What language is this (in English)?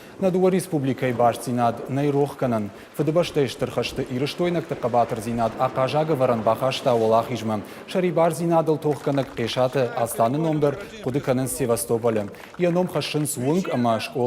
Ossetic